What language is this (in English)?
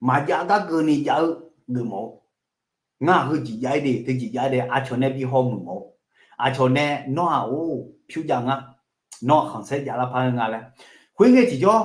Akha